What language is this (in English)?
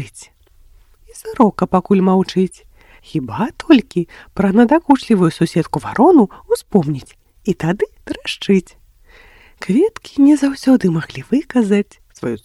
Belarusian